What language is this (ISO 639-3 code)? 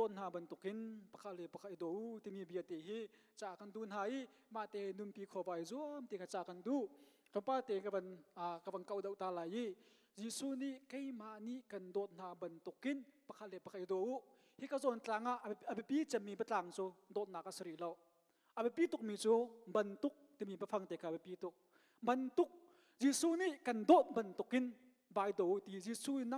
cnh